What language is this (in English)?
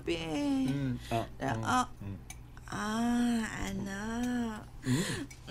Cebuano